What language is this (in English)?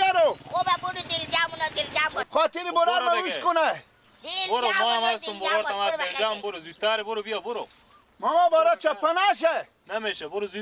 Persian